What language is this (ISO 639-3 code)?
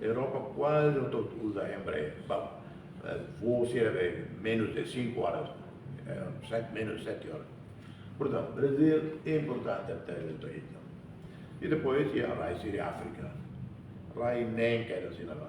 tet